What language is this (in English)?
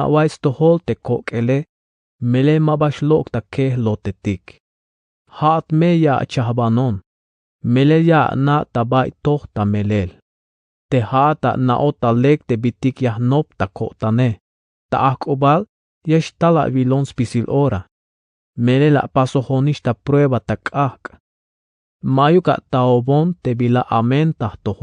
Tzeltal